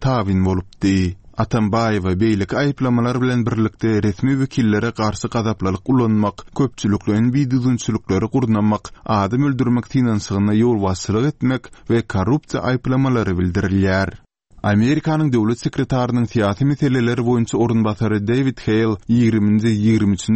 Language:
Turkmen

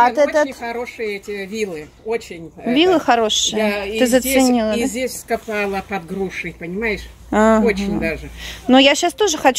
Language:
Russian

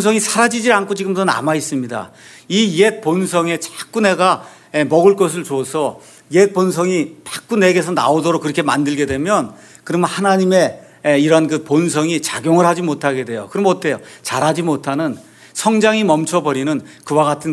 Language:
Korean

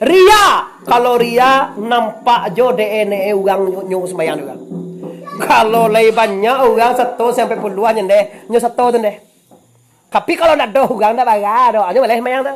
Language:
Minangkabau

